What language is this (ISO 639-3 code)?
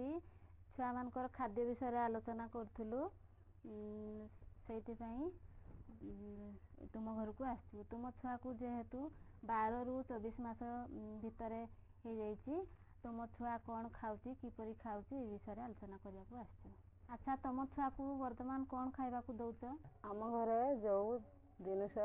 ori